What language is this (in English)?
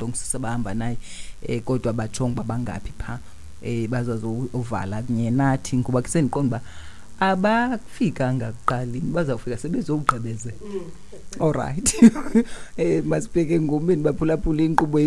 Xhosa